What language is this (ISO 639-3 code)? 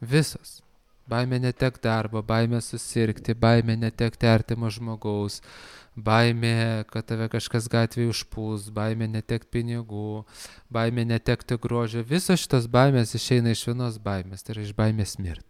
lit